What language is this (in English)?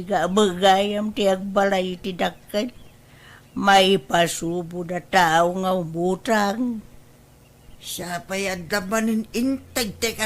Iloko